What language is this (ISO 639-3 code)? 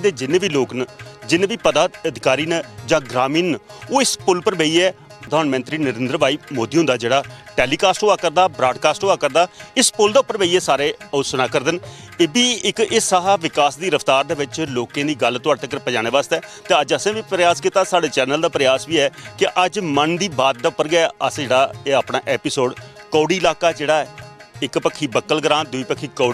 doi